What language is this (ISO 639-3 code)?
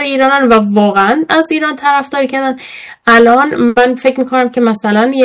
fas